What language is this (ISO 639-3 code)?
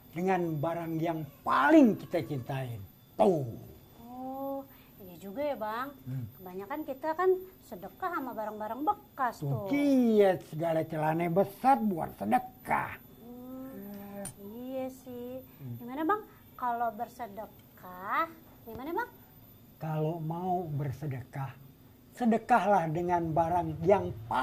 bew